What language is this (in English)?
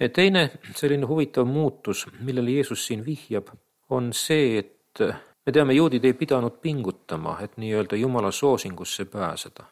Estonian